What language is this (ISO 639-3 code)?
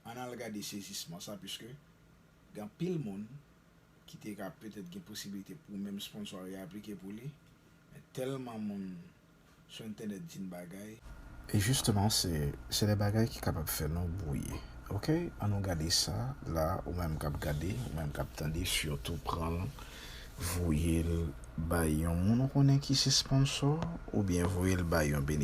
hat